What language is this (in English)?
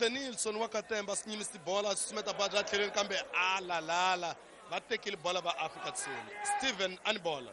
Tsonga